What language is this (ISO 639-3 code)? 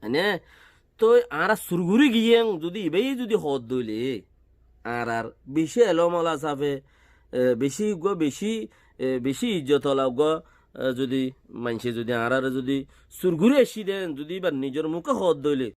rhg